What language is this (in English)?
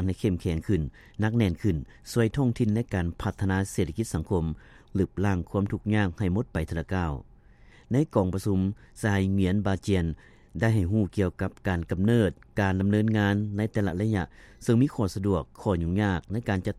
Lao